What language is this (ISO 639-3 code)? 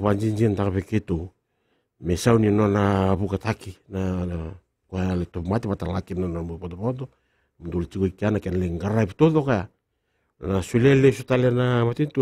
fij